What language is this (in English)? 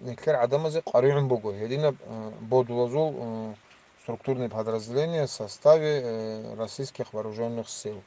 Avaric